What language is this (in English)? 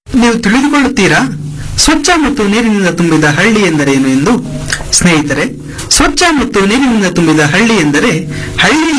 Kannada